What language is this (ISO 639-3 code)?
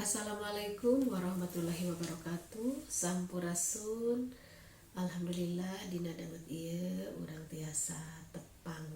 sun